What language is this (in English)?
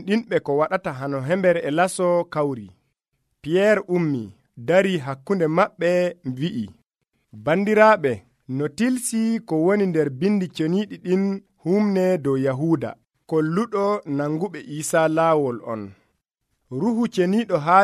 Nigerian Fulfulde